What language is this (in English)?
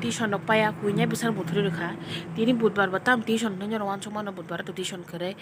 Kok Borok